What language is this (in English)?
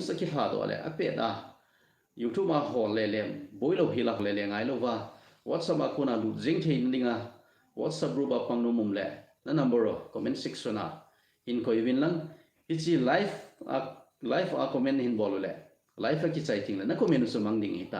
Thado Chin